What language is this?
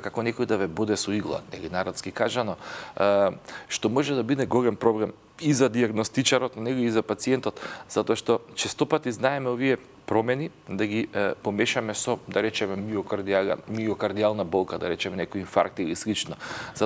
Macedonian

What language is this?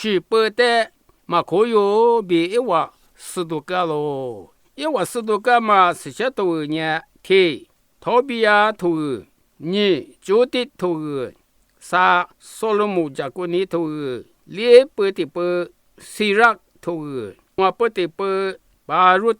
Lisu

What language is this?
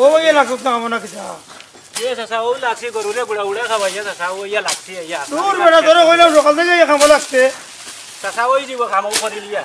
Sylheti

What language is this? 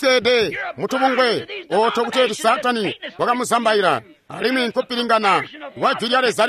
Tonga (Zambia)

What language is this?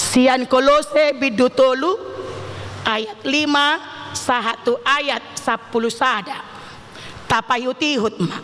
Batak Toba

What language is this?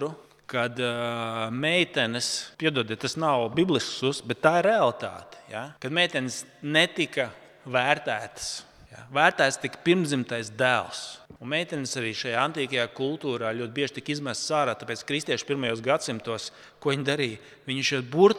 Latvian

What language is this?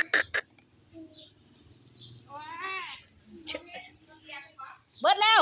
Lao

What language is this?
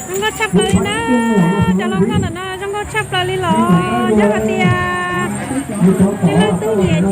Hmong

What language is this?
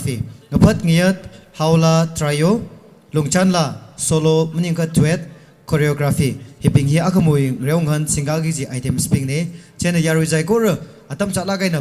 Tangkhul Naga (India)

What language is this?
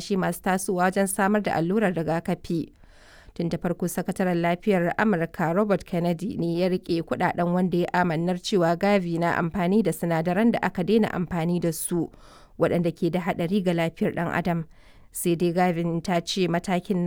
Hausa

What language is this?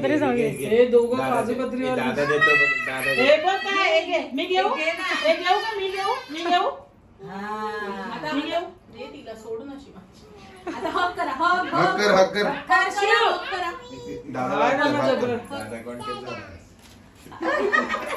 Marathi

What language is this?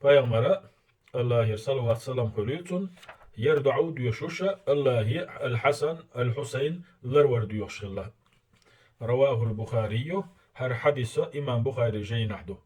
Chechen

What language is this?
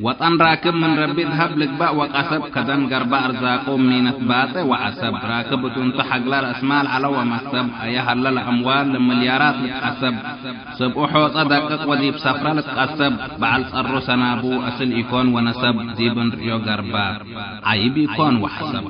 Tigre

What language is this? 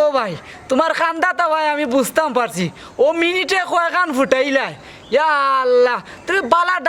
Sylheti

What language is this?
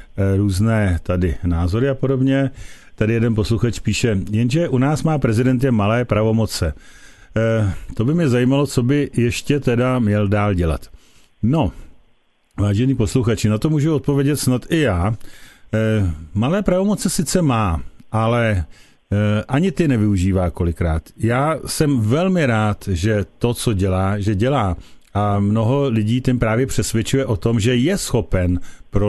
Czech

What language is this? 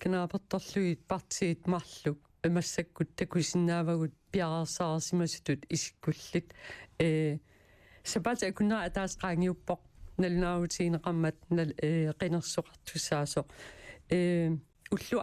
Kalaallisut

